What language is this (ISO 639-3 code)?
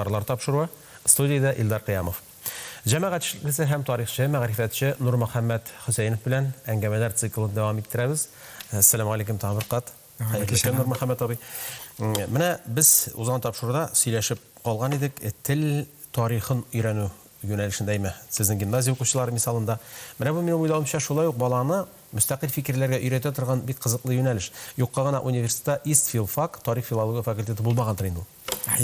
tat